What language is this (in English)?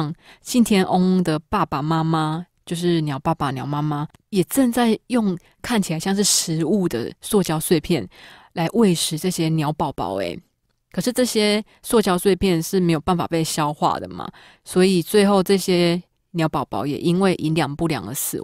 Chinese